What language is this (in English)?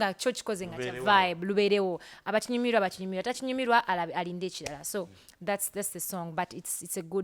Ganda